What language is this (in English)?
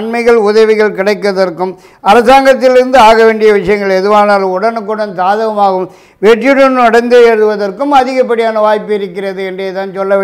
Tamil